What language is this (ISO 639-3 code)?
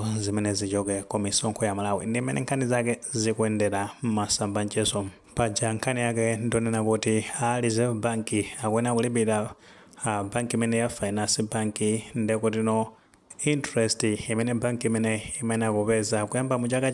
nya